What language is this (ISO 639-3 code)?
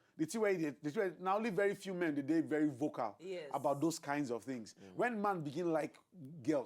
pcm